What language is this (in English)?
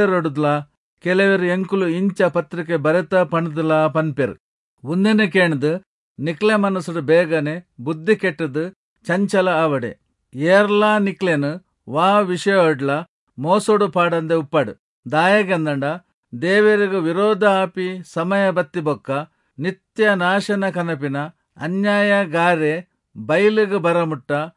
Tulu